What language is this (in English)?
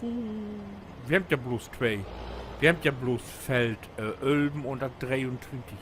Low German